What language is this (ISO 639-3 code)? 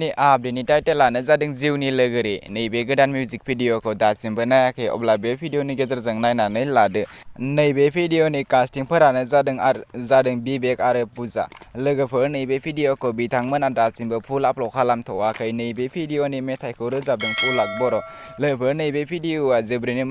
brx